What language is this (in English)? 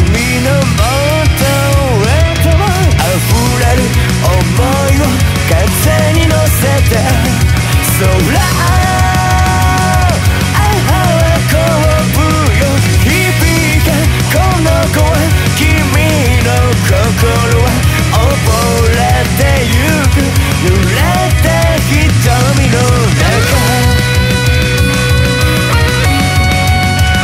Japanese